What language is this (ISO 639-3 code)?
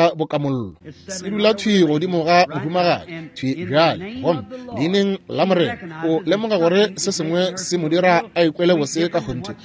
nso